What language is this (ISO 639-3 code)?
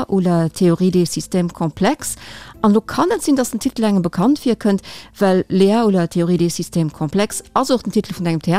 ltz